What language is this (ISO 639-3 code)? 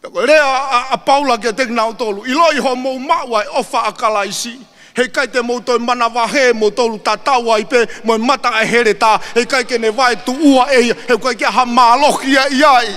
ton